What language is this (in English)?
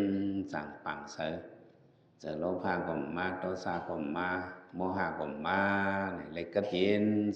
Shan